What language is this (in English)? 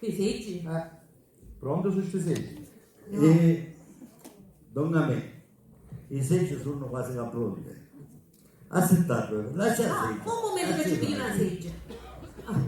Sicilian